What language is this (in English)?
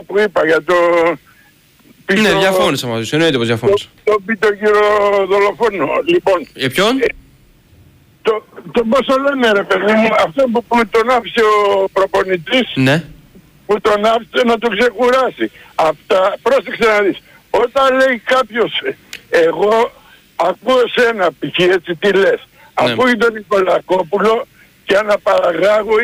Greek